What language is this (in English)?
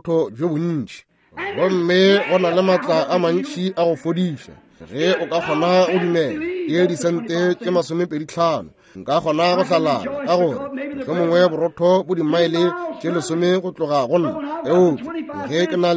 Northern Sotho